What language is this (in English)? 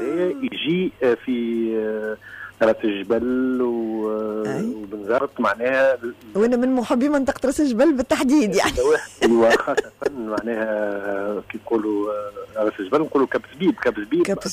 Tunisian Arabic